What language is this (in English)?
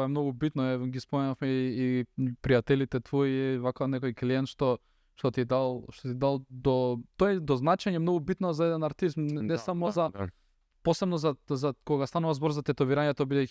Macedonian